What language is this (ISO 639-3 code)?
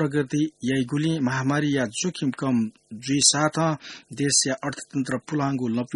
new